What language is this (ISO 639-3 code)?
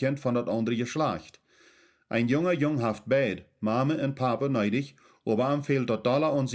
pdt